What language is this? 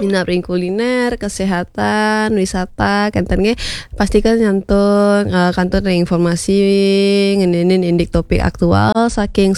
Balinese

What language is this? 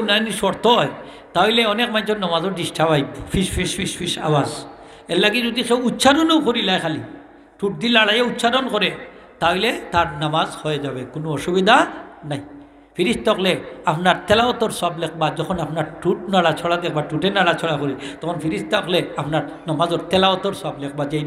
Sylheti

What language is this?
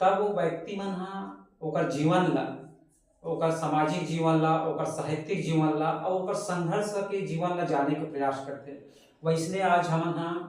Chhattisgarhi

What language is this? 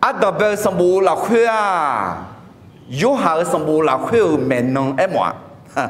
Akha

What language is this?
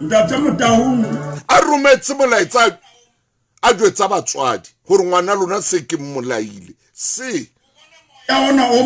Southern Sotho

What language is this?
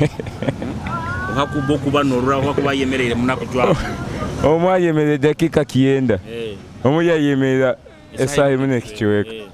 Nyoro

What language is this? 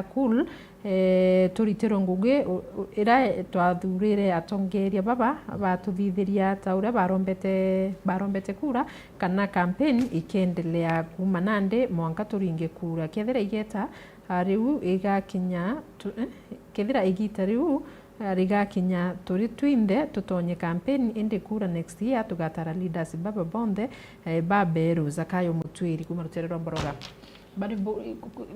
Meru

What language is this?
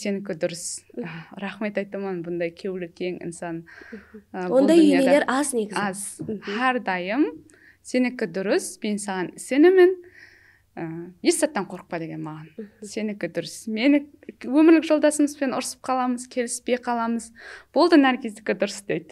Kara-Kalpak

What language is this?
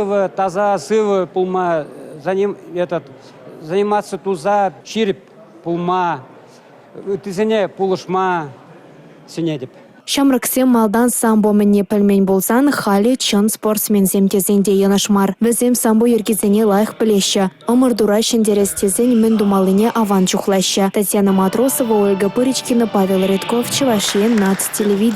Chuvash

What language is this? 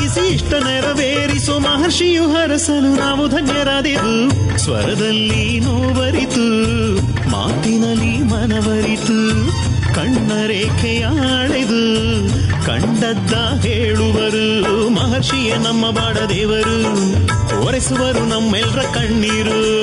Kannada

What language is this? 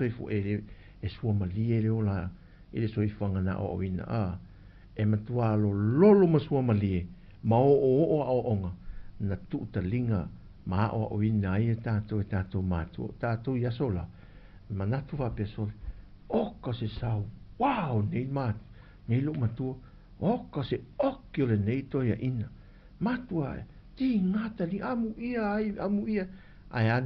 Samoan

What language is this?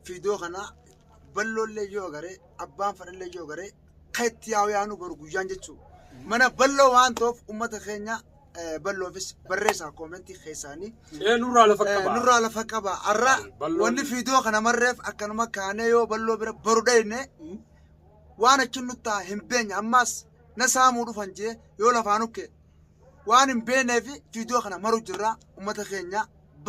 Oromo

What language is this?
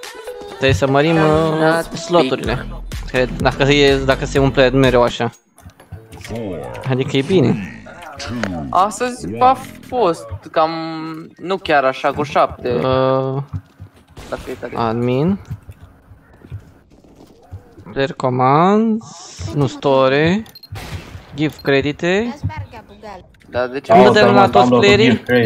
Romanian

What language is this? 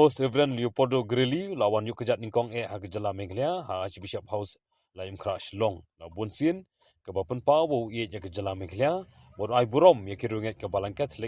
Khasi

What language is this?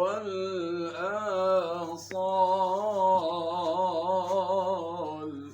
Fula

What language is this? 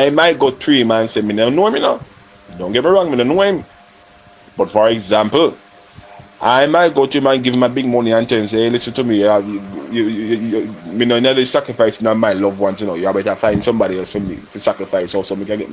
Jamaican Creole English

